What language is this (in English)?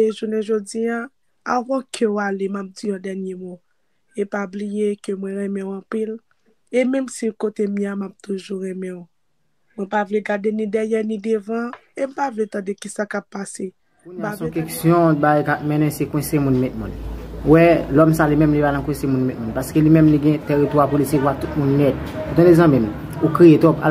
Haitian Creole